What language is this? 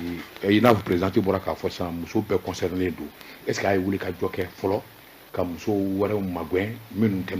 Bambara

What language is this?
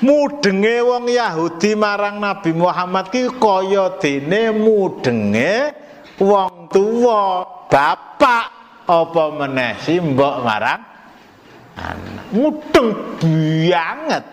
Javanese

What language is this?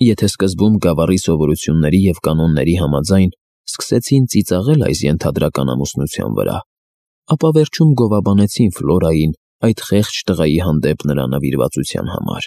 Armenian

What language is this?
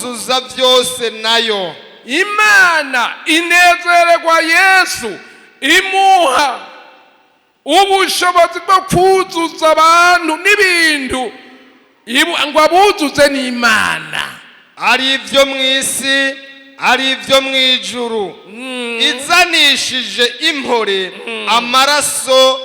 Rundi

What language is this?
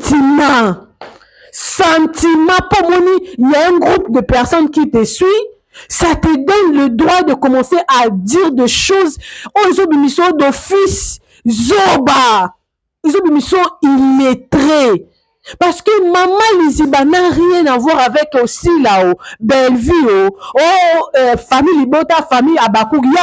Lingala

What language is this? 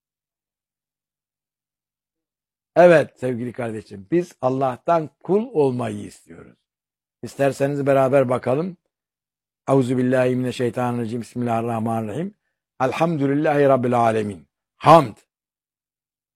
Turkish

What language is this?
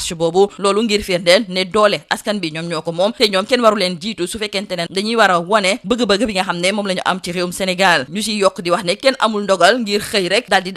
Wolof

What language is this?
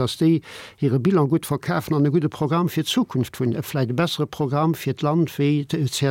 Luxembourgish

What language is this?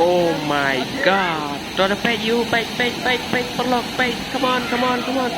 Khasi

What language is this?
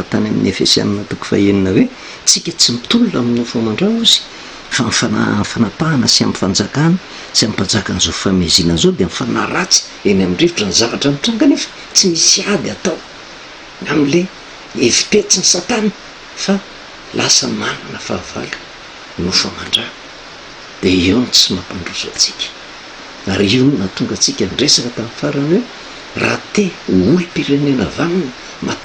Malagasy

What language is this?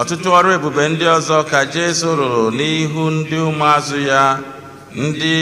Igbo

